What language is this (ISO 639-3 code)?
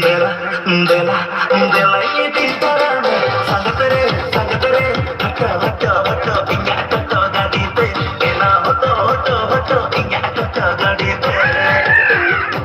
sat